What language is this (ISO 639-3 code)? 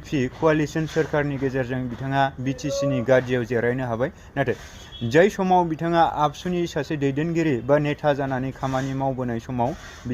brx